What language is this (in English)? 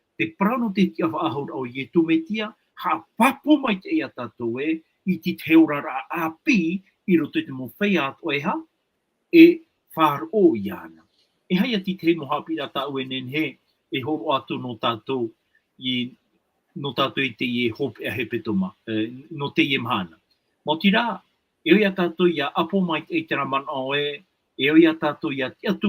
Tahitian